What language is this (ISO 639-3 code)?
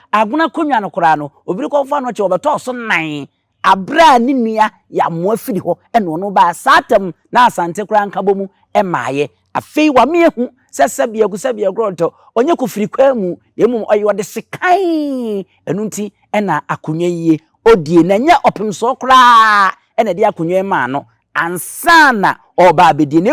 aka